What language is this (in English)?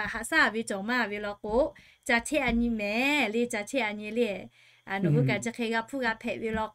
Lahu